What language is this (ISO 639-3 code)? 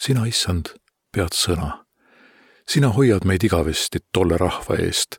est